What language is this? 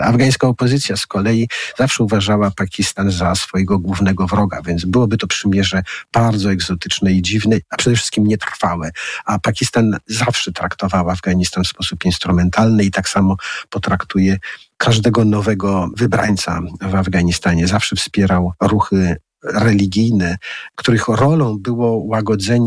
Polish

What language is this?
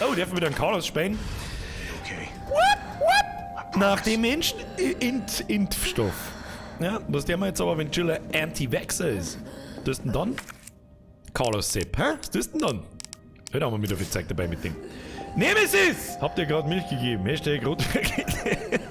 Bavarian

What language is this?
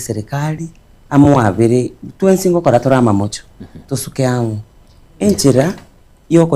Gusii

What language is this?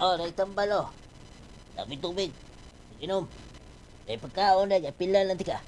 Cebuano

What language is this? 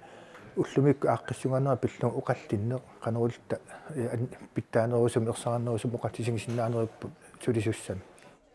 Kalaallisut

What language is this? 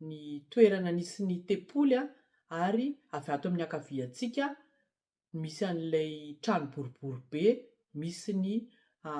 Malagasy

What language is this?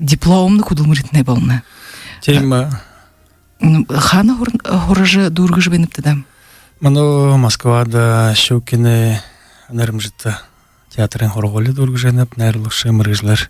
Buriat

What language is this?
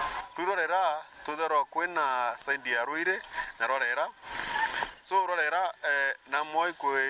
Meru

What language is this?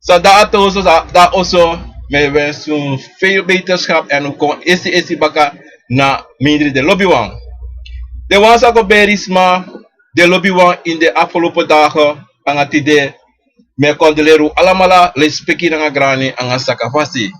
Sranan Tongo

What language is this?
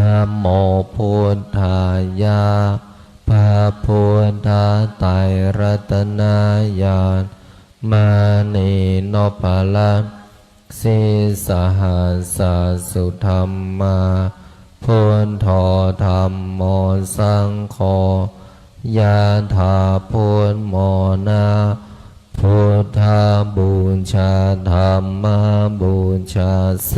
Pali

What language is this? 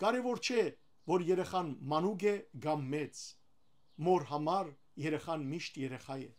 Western Armenian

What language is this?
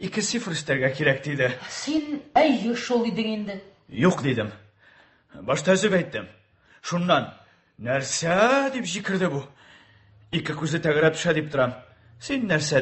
Tatar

